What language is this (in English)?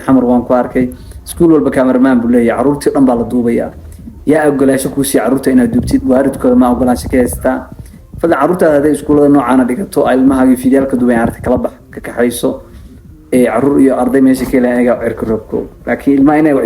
Somali